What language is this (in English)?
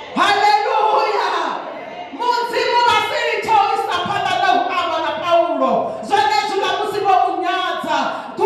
Venda